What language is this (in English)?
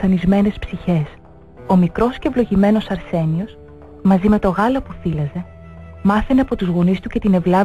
Greek